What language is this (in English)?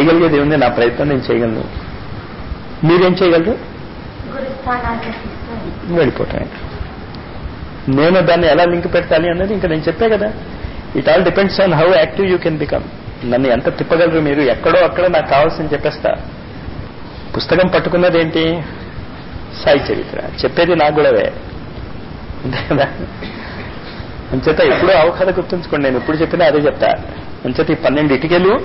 Telugu